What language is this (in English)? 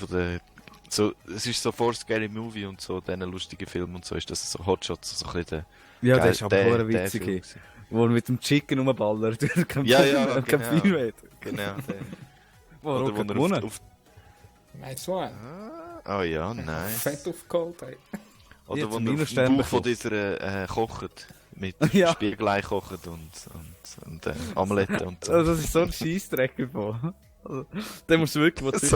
Swiss German